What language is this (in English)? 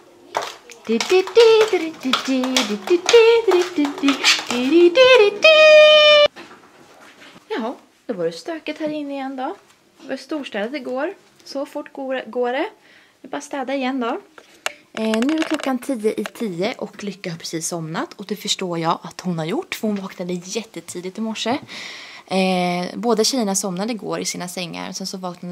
Swedish